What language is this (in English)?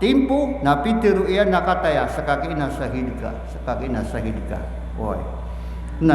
Maranao